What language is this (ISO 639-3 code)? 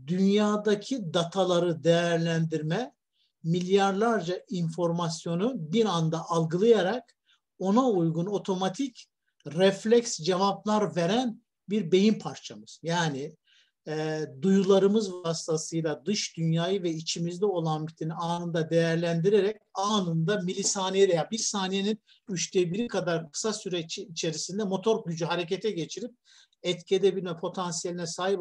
tur